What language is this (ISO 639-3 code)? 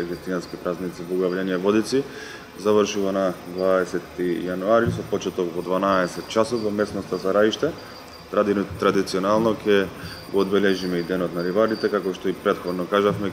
mkd